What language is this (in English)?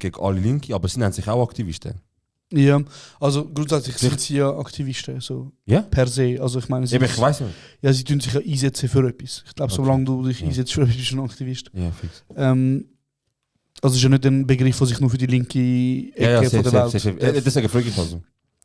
Swiss German